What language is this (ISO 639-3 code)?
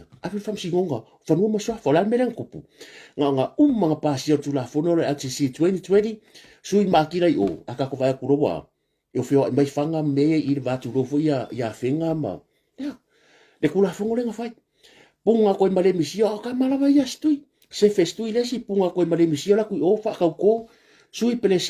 smo